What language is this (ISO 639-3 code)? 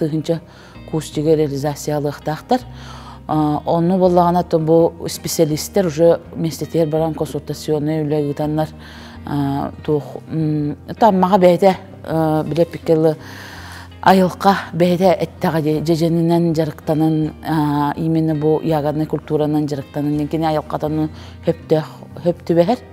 sah